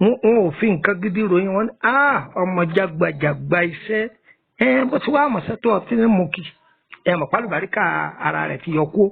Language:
Yoruba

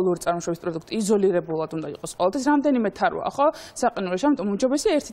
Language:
Georgian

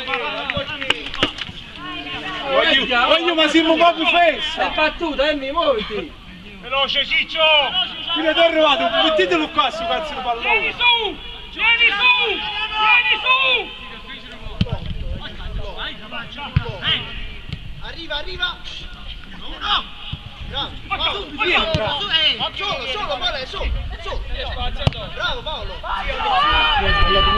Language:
Italian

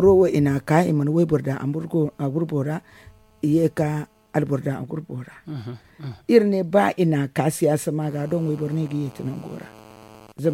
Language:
Zarma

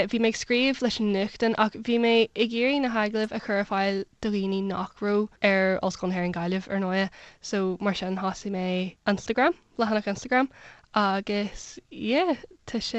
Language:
Irish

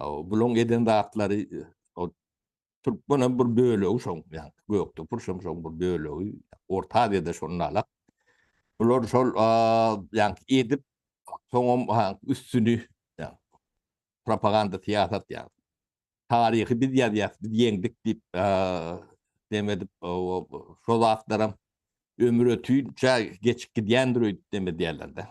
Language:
Turkmen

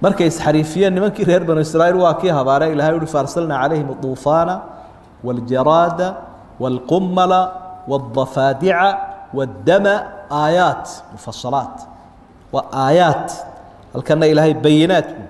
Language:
Somali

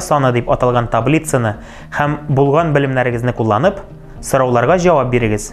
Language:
Tatar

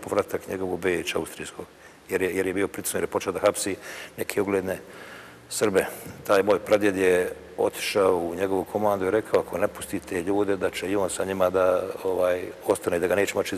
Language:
Bosnian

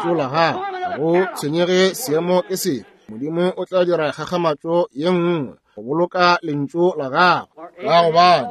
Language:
Northern Sotho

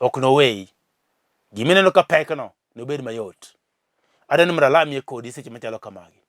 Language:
Luo (Kenya and Tanzania)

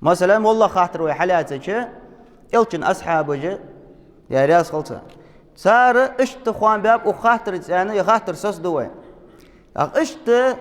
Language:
Ingush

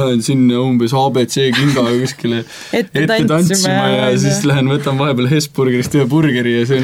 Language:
Estonian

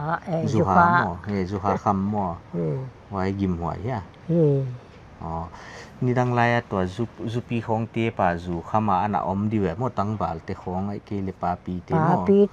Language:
Paite Chin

